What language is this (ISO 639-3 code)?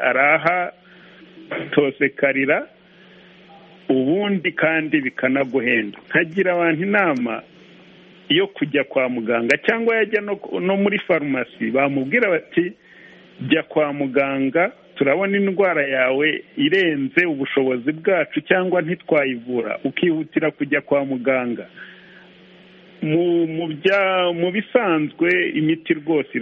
kin